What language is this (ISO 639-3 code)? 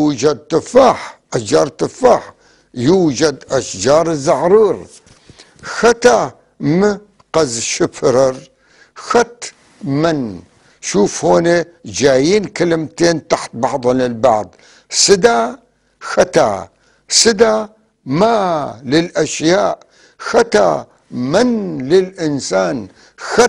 apc